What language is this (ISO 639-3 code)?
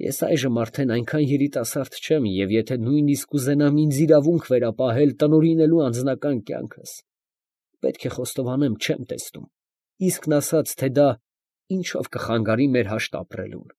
hye